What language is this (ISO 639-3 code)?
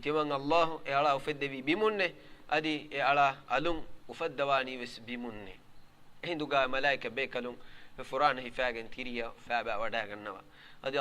div